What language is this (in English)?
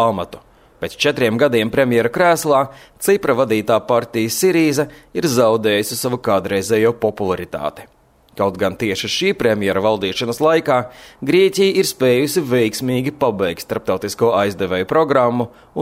Latvian